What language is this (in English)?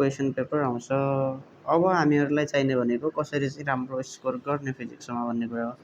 Nepali